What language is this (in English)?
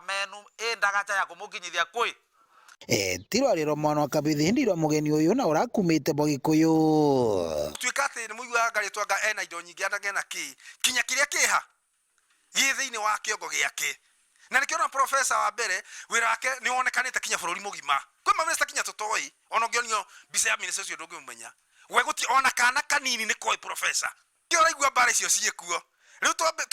Meru